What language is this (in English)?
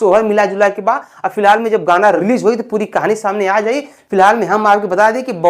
Bhojpuri